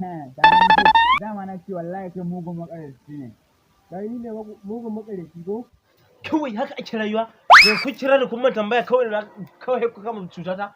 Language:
Hausa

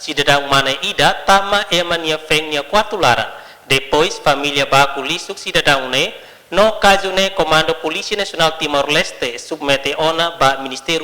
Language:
Tetum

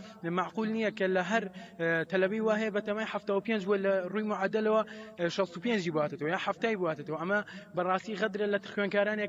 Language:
Central Kurdish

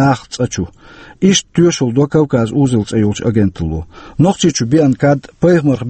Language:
Chechen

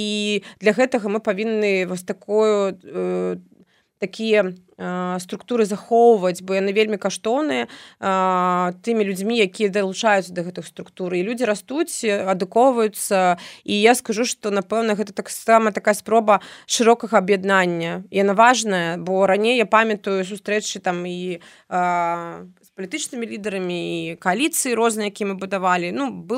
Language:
Belarusian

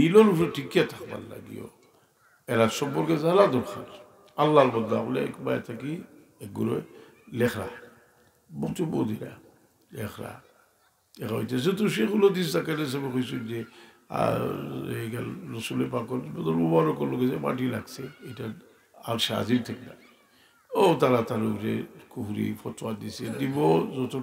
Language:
Sylheti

